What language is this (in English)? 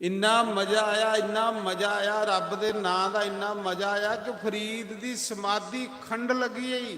Dogri